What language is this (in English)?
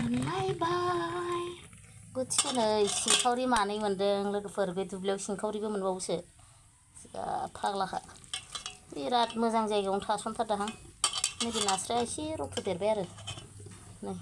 Bodo